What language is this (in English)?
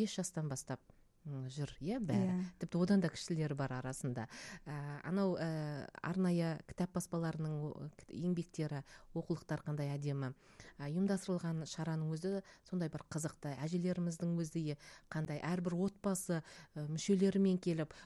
Kazakh